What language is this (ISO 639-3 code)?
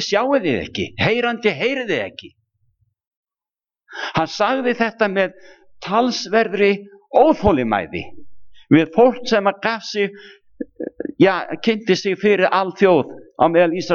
isl